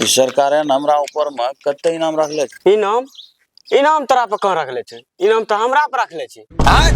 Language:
Maithili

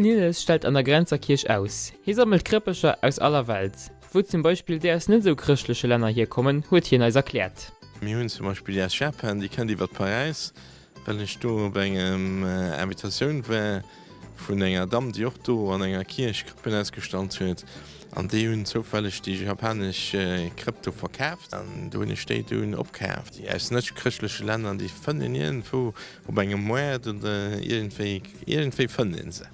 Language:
Luxembourgish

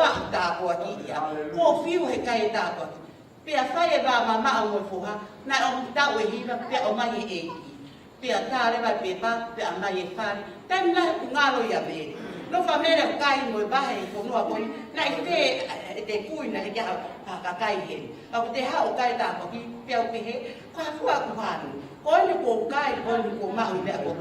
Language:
Tongan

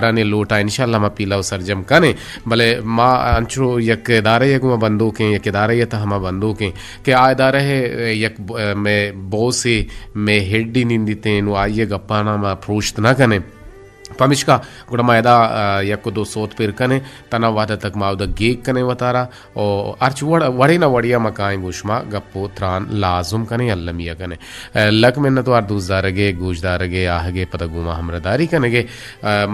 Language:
Eastern Balochi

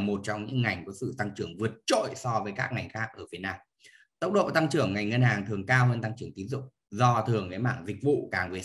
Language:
Vietnamese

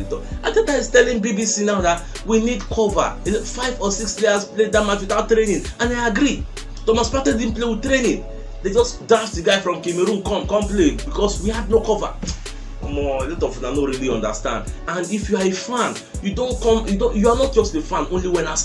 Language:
Nigerian Pidgin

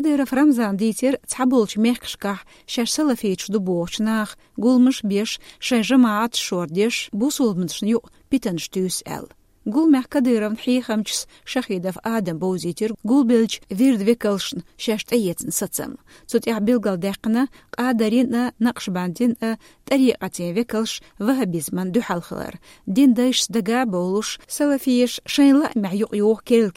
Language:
Chechen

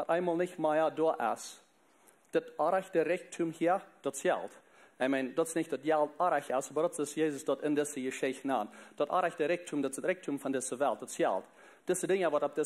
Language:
Plautdietsch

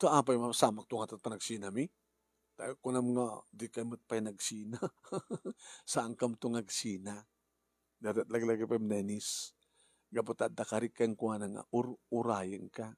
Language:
Iloko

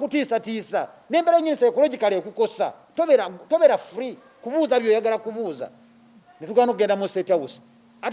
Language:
Ganda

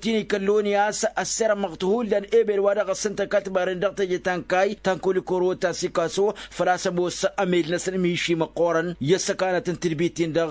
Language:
Tamasheq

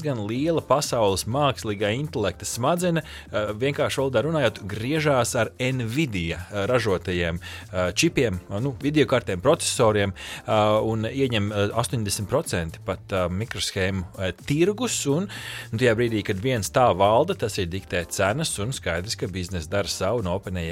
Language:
Latvian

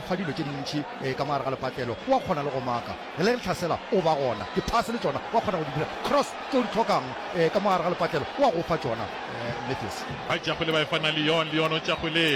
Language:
Northern Sotho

